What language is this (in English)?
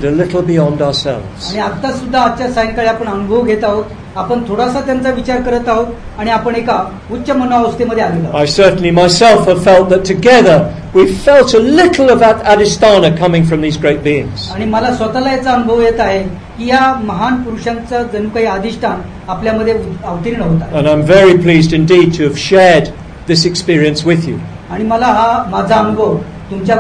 Marathi